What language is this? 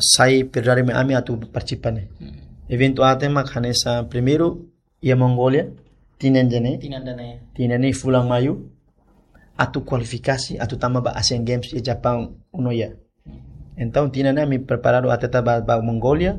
Tetum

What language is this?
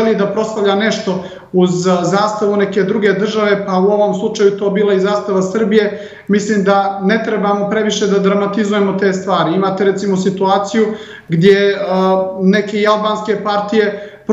Serbian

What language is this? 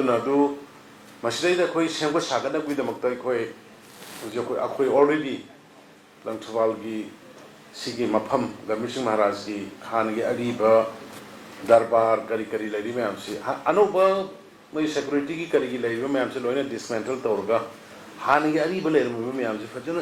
Manipuri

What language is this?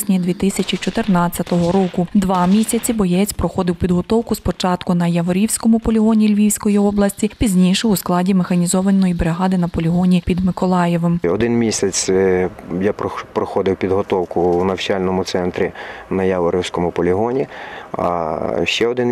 Ukrainian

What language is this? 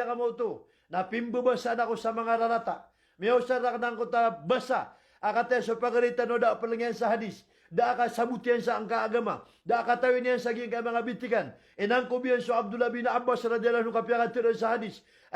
Maranao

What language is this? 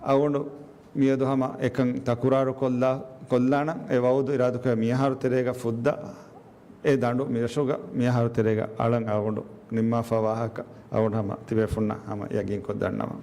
Divehi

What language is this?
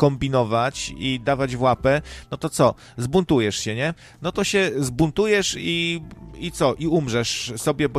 Polish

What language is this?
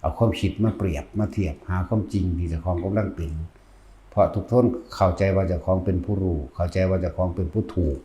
Northeastern Thai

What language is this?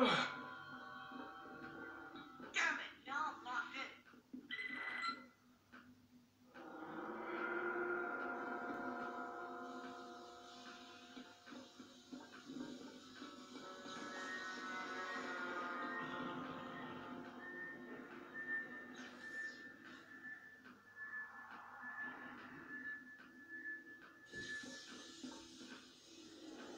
English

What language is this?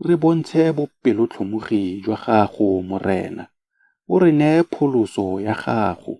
Tswana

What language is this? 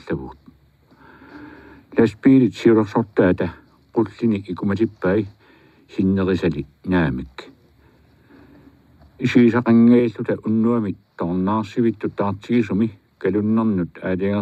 Kalaallisut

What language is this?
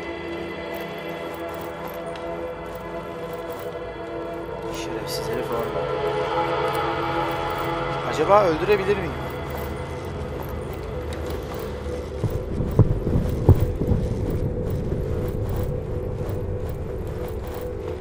Turkish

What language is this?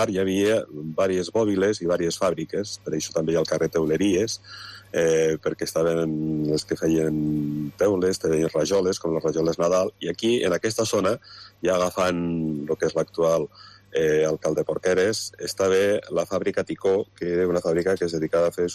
Catalan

